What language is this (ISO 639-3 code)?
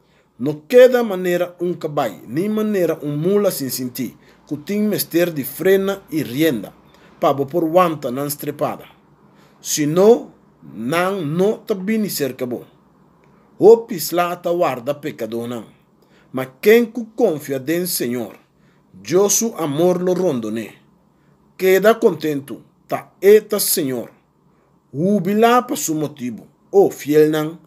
pap